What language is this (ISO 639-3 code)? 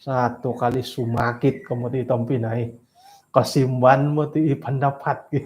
dtp